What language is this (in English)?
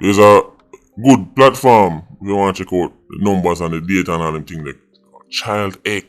Jamaican Creole English